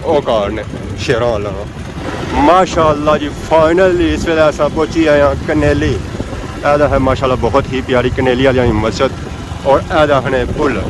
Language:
Pahari-Potwari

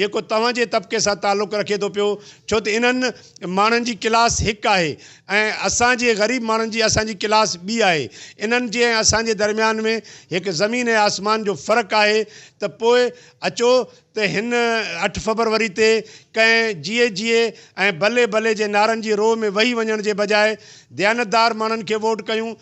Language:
Sindhi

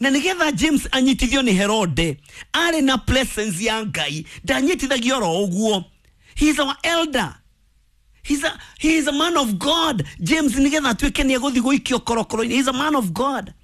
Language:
Kikuyu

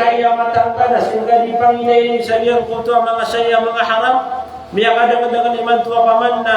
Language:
Maranao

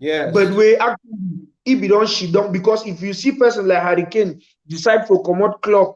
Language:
Nigerian Pidgin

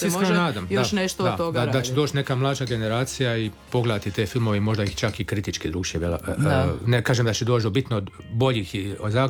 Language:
Croatian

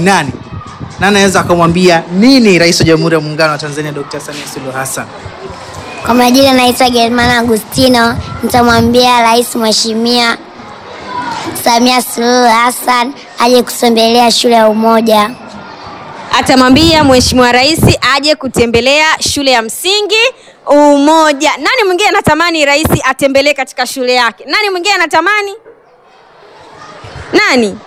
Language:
Swahili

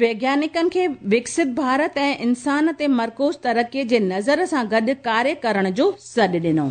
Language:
Sindhi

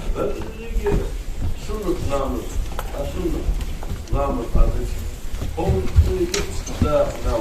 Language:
Ingush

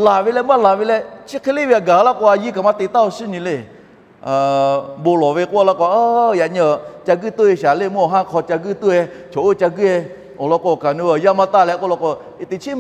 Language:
Lahu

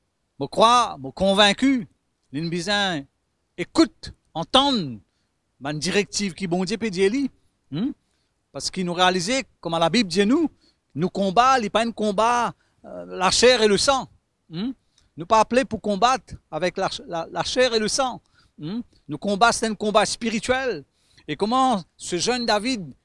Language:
Morisyen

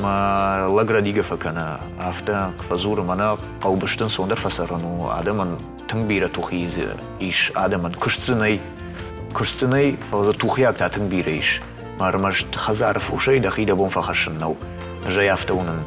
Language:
Ossetic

